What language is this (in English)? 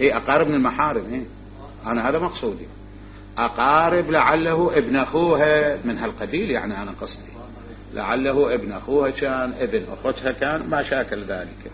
Mesopotamian Arabic